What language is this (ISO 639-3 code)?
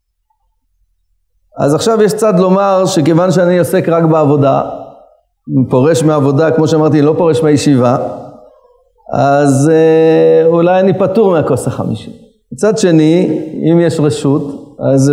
heb